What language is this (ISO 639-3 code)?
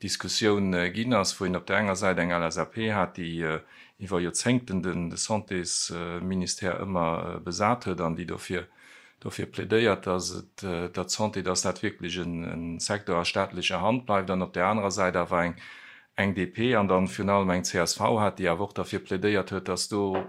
ltz